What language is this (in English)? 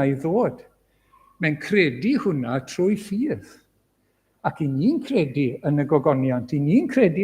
Welsh